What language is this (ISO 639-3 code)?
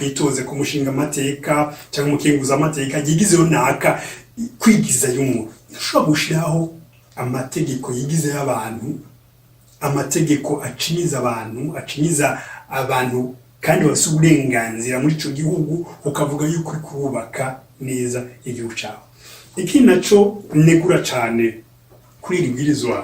run